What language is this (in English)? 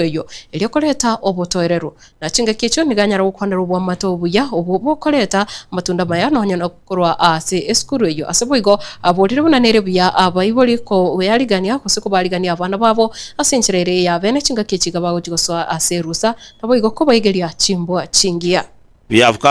Gusii